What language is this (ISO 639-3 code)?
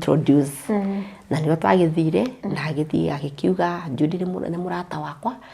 kik